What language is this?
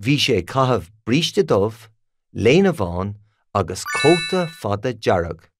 Irish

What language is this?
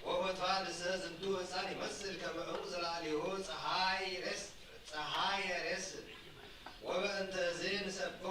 Geez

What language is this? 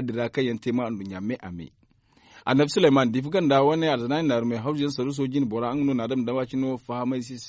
Zarma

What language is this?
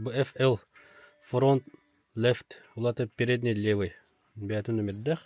Yakut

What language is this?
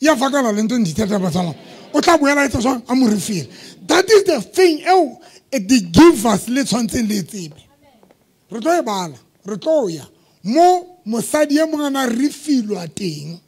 Southern Sotho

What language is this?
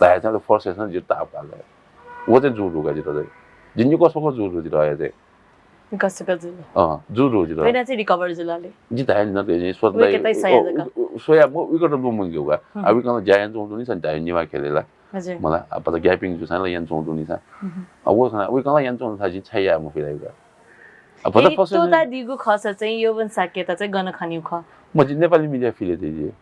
Newari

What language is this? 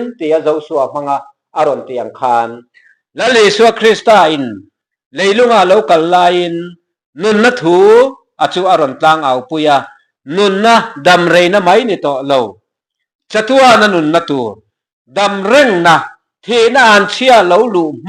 Mizo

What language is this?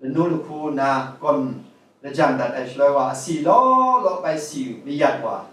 Kachin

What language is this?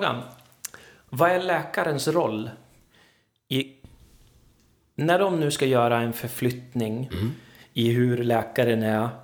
Swedish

